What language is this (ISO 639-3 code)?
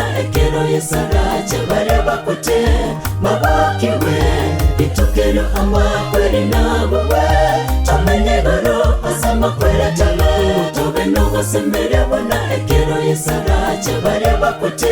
guz